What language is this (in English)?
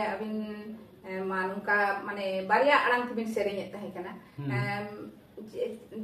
Santali